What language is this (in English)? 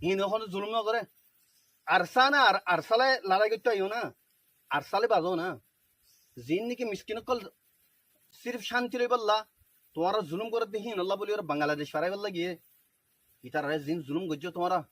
Rohingya